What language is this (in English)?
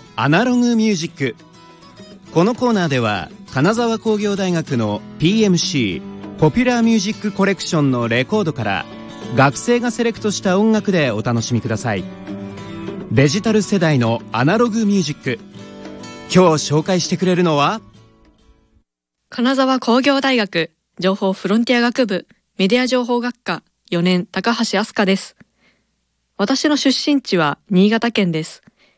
Japanese